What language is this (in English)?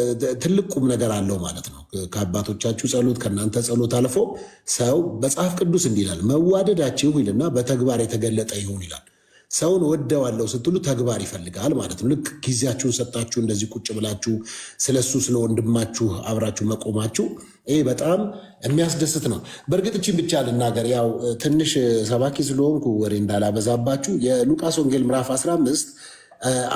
Amharic